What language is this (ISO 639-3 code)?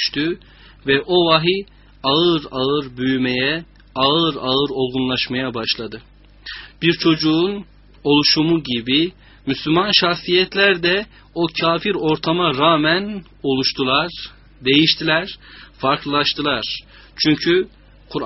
tur